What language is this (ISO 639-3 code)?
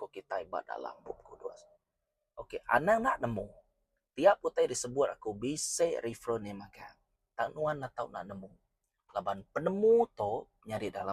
iba